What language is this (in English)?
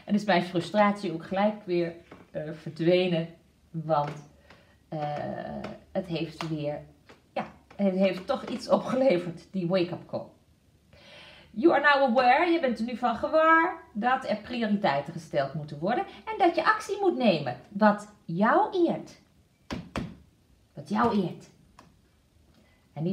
Dutch